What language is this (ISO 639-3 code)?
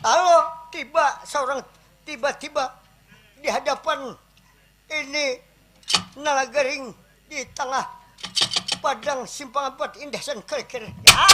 bjn